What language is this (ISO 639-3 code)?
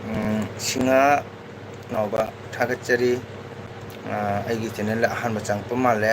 mni